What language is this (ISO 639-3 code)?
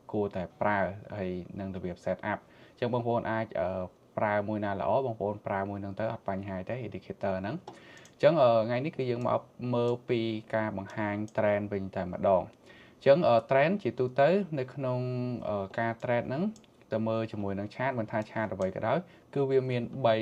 khm